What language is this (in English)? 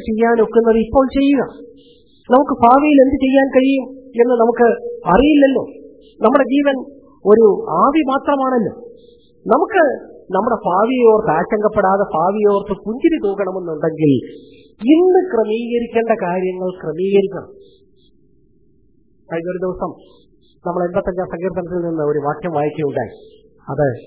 Malayalam